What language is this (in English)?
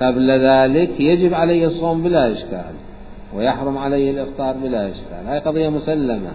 Mesopotamian Arabic